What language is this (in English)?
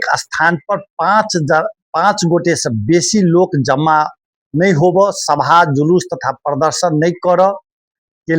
Maithili